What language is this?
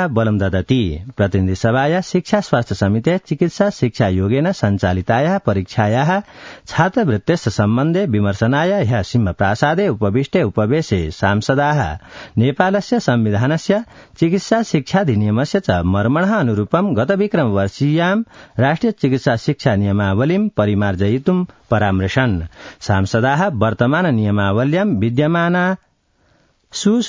Sanskrit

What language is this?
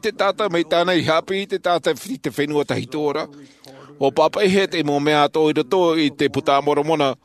Tahitian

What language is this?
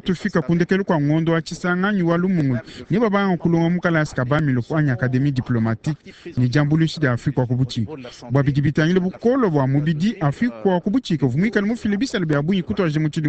Luba-Lulua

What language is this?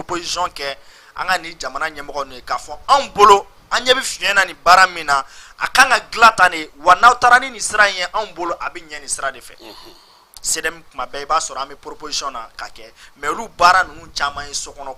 Bambara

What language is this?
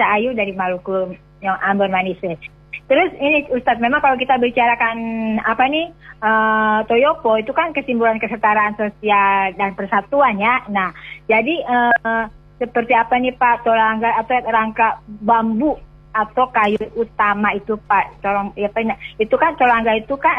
Indonesian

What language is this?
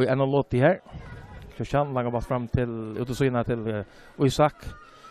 Faroese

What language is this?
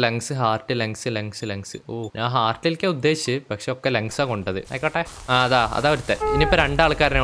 Malayalam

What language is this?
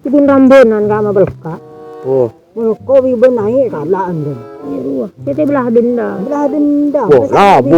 Madurese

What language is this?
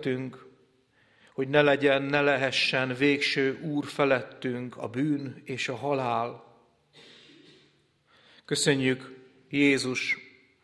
Hungarian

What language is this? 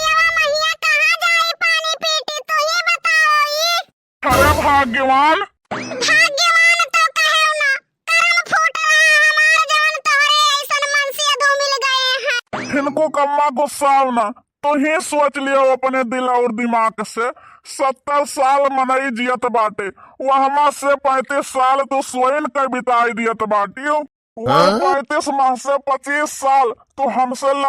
Awadhi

